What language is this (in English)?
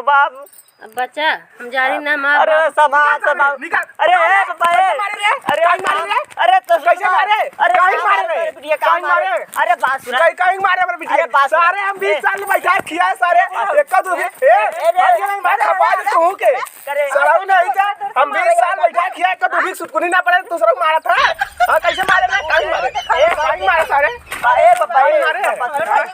Awadhi